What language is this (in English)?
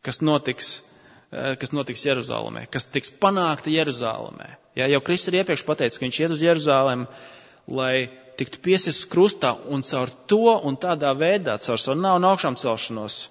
Latvian